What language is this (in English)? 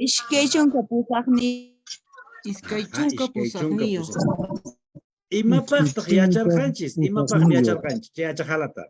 Quechua